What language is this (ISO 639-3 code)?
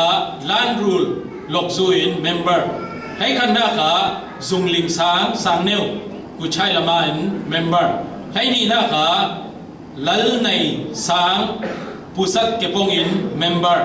cfm